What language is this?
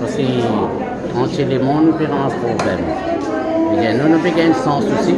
Morisyen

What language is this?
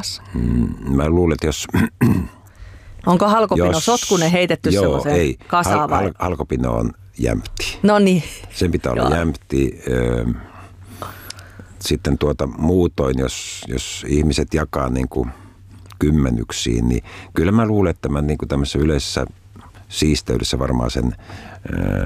Finnish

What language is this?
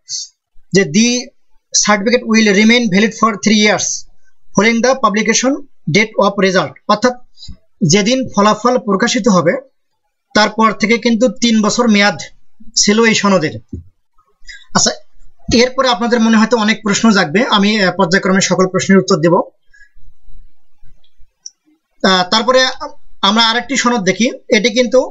Bangla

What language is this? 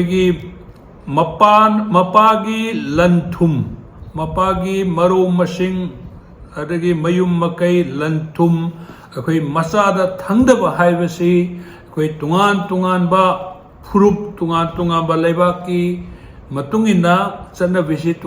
Manipuri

